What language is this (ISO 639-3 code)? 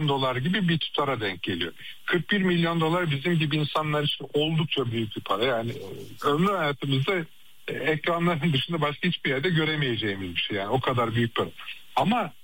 tur